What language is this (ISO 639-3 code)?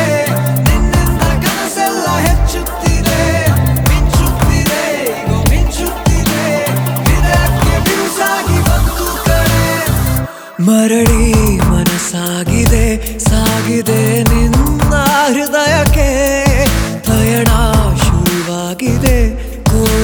kan